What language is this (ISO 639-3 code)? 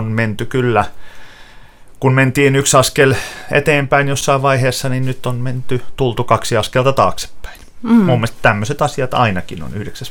fin